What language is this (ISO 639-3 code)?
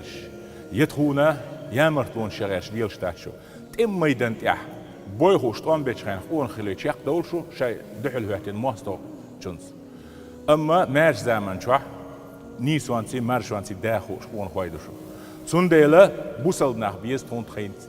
che